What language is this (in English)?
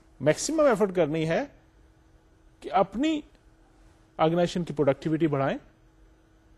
Urdu